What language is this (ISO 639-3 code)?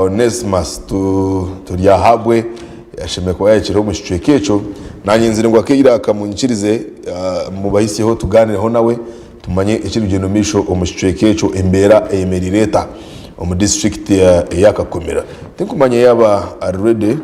nyn